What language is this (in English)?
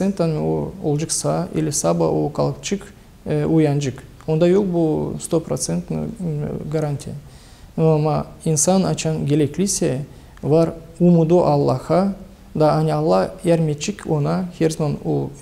Gagauz